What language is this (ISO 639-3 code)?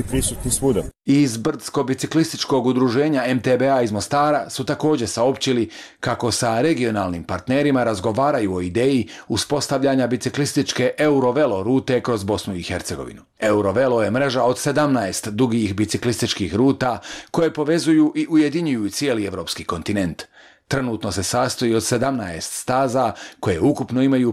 bos